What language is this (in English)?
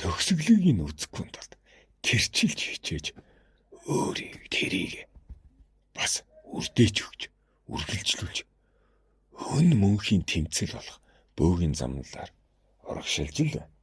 Mongolian